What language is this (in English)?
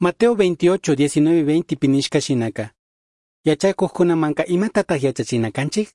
Chimborazo Highland Quichua